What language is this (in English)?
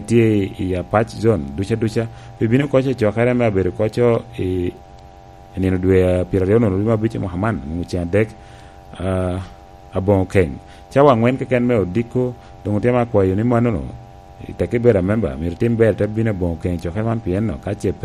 Lango (Uganda)